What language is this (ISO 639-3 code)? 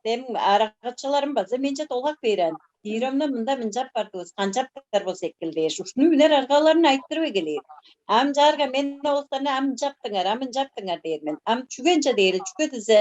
tyv